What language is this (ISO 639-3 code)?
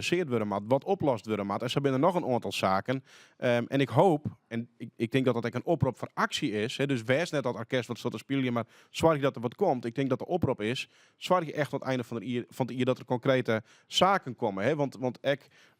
fry